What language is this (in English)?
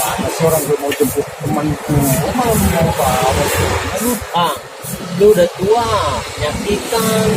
Betawi